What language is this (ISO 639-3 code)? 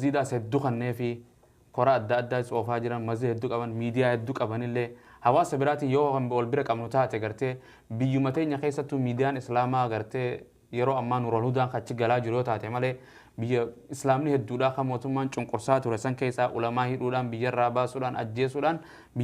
orm